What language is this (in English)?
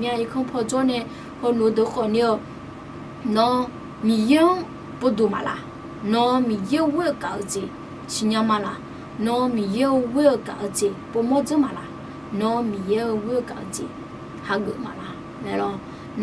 Akha